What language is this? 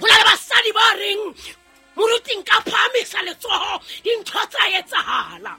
Southern Sotho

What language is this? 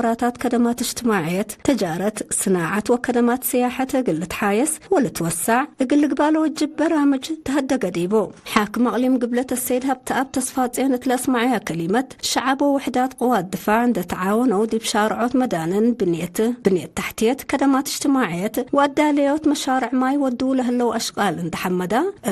Tigre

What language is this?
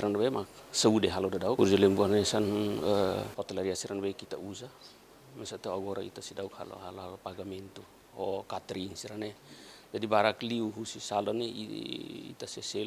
Tetum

